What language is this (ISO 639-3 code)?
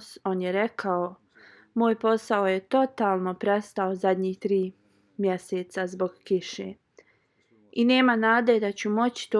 bos